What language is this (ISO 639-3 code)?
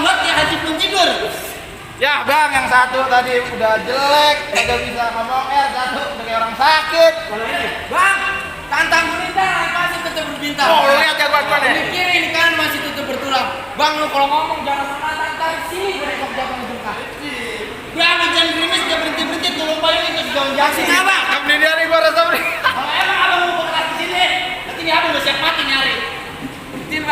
bew